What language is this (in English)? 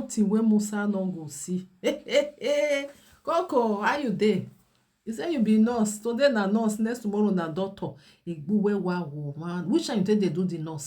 Nigerian Pidgin